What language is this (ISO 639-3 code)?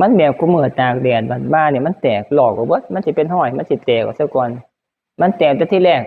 tts